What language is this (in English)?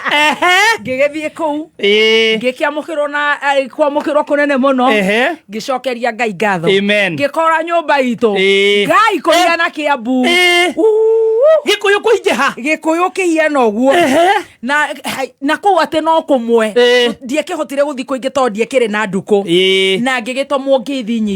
Kikuyu